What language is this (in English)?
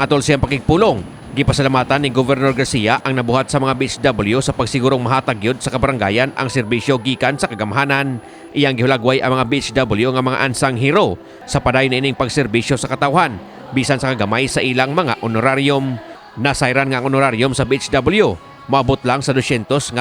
Cebuano